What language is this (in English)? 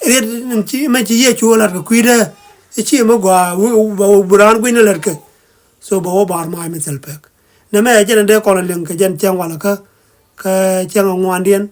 Nuer